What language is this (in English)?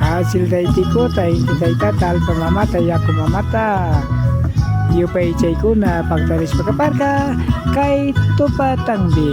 Imbabura Highland Quichua